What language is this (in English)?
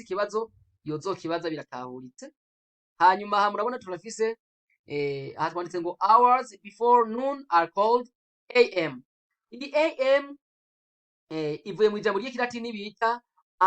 Rundi